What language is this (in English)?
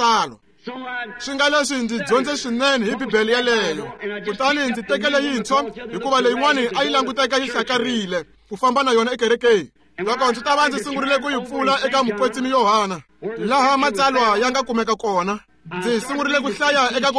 Tsonga